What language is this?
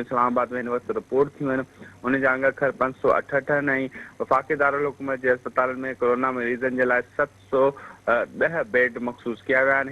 Sindhi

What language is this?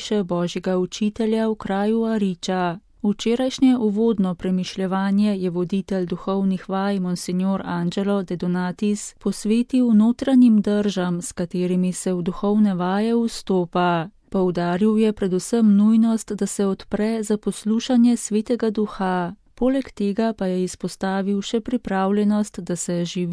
Slovenian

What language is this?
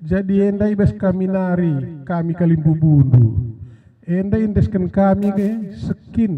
Batak Karo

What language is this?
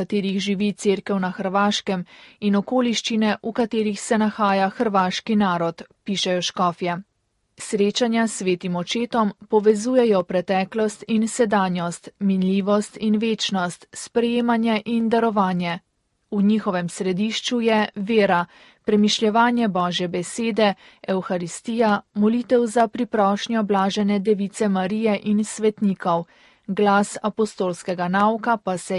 Slovenian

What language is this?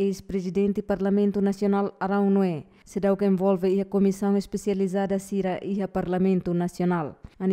Tetum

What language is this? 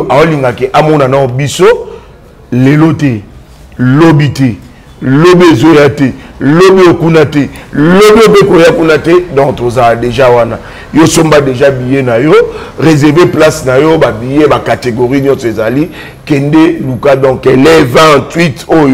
Lingala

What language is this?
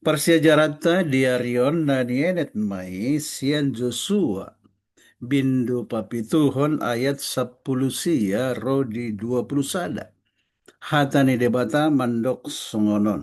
Batak Toba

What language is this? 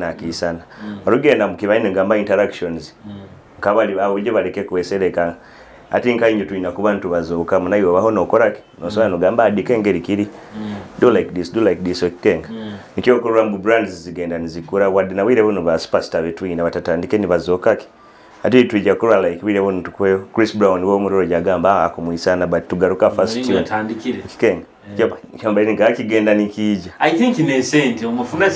Nyoro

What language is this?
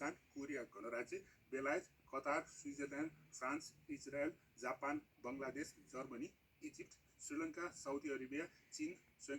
Nepali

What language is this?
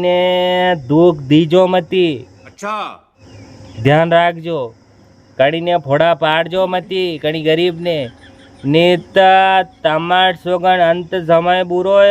Rajasthani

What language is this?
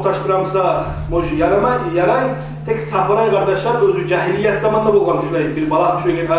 Kumyk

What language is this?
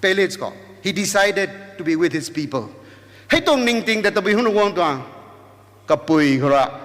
Rongmei Naga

